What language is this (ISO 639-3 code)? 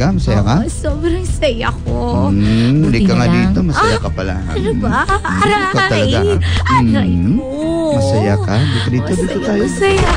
fil